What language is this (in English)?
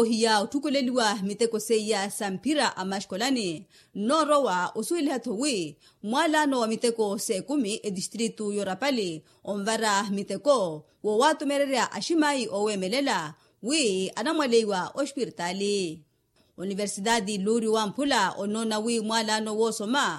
Makhuwa